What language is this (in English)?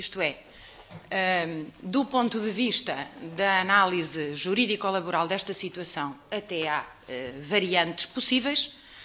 Portuguese